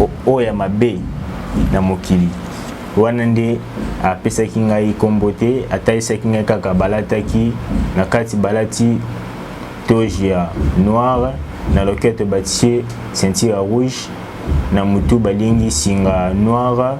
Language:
Lingala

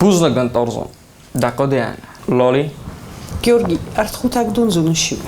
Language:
Ossetic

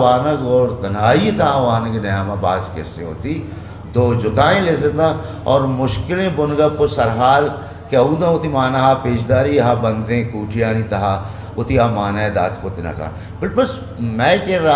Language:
Eastern Balochi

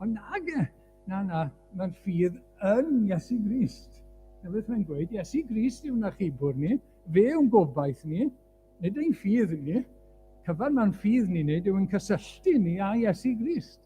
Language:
Welsh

